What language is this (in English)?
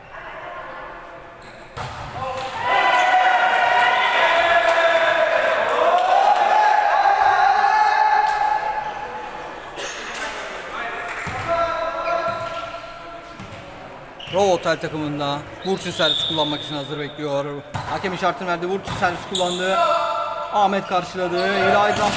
Turkish